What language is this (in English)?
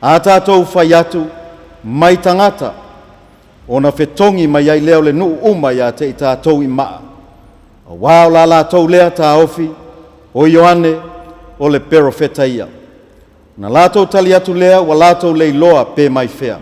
Samoan